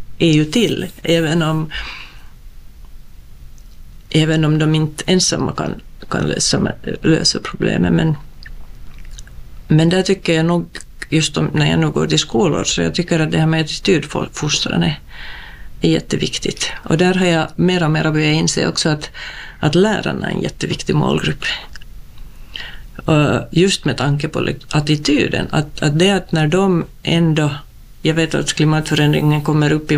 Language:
Swedish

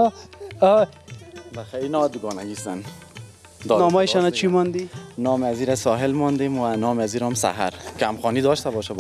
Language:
Persian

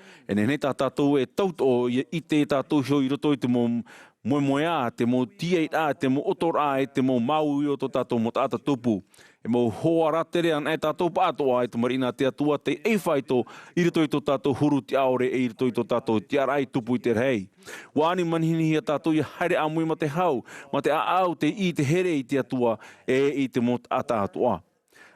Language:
Tahitian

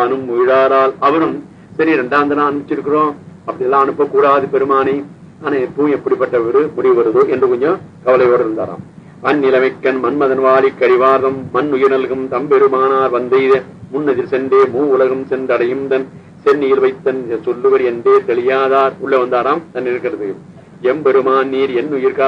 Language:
Tamil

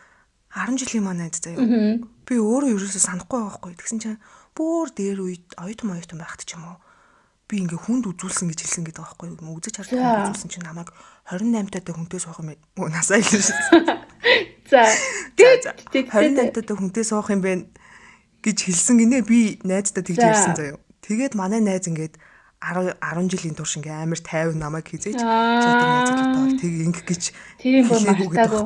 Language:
Mongolian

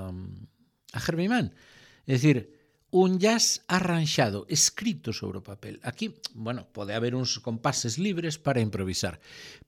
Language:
Galician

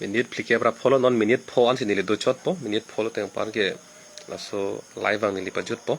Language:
Karbi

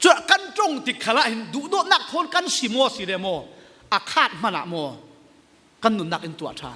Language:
Falam Chin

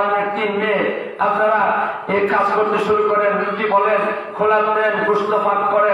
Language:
Sylheti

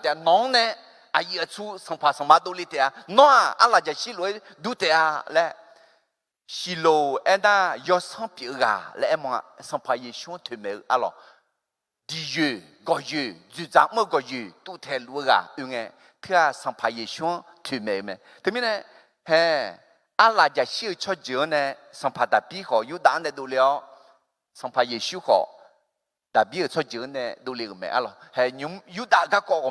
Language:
Akha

